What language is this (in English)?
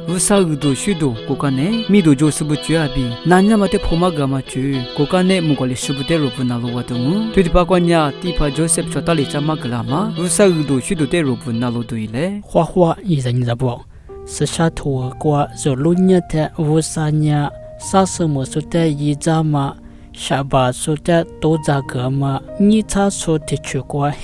Lisu